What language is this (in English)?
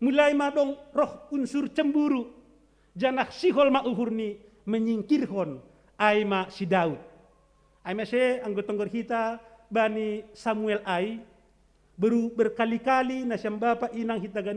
Batak Simalungun